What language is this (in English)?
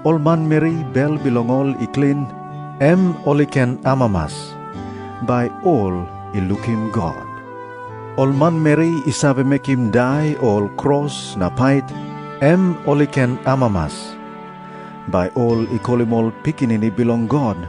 Tok Pisin